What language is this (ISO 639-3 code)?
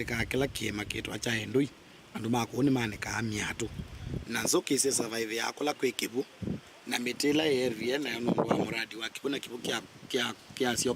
kam